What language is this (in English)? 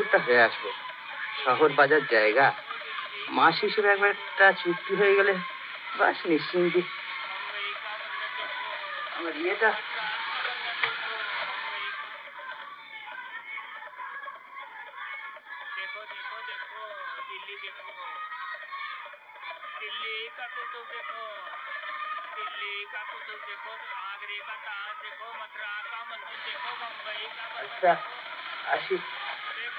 Bangla